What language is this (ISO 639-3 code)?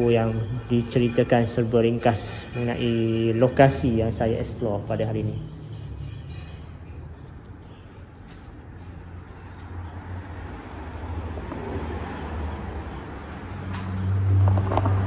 msa